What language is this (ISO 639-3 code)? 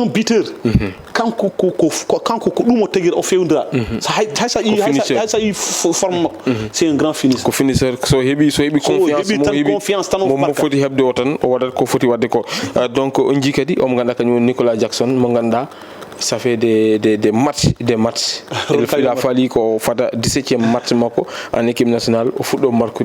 ful